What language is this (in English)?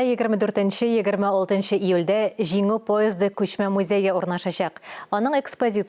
Tatar